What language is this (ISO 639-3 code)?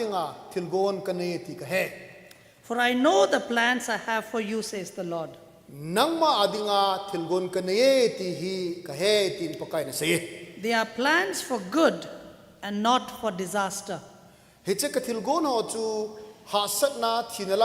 tcz